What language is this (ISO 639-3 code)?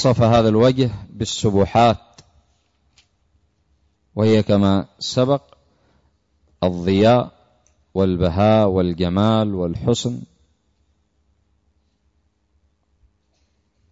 ara